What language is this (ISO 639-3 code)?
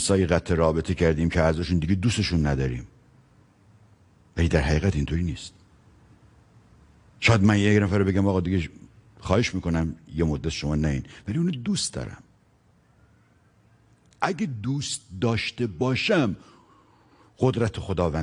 fas